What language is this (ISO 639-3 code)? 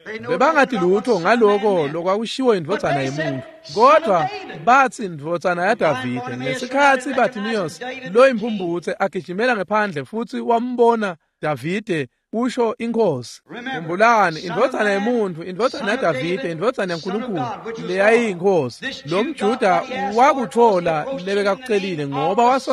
ssw